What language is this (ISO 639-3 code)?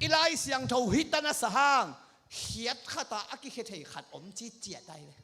ctd